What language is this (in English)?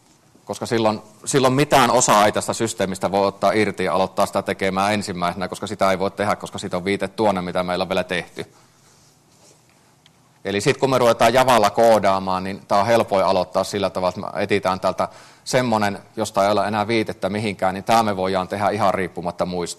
Finnish